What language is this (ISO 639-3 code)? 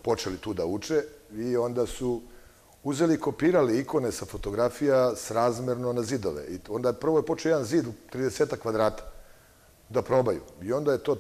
srp